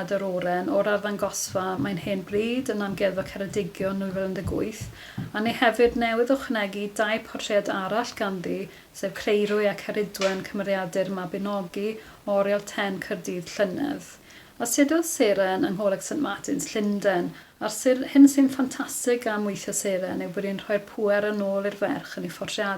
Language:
Welsh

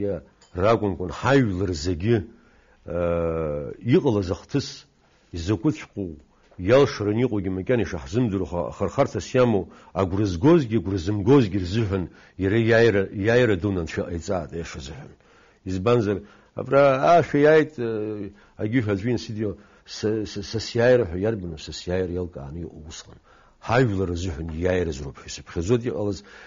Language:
Abkhazian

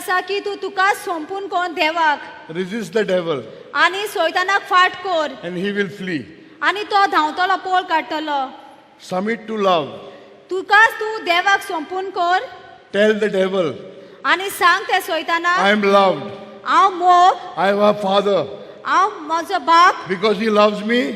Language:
Konkani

